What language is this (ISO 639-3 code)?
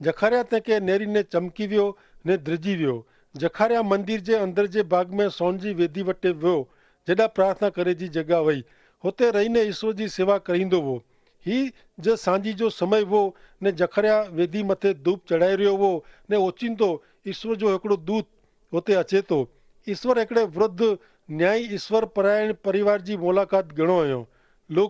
kfr